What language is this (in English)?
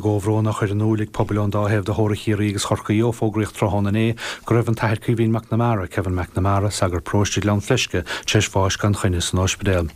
Irish